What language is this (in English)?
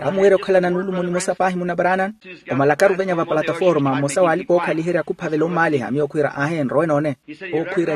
Makhuwa